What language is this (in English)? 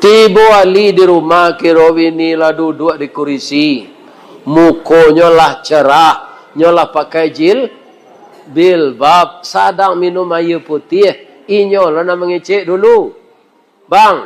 Minangkabau